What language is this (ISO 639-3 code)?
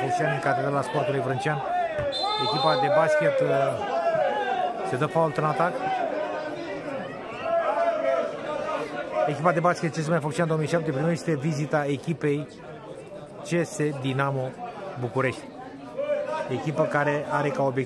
ron